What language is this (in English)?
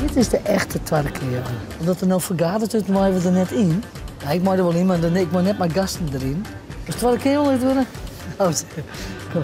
Western Frisian